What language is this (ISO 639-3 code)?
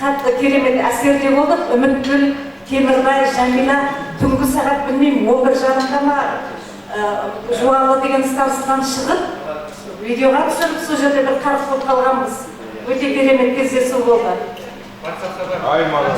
kaz